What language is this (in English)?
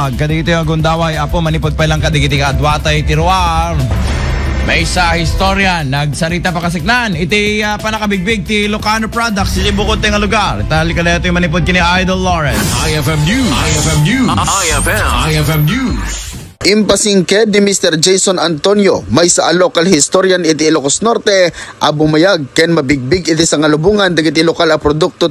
Iloko